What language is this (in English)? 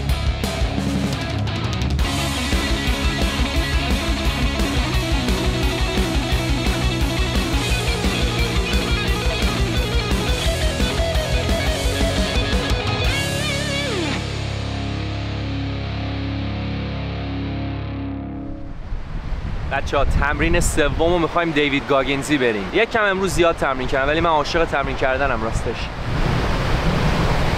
Persian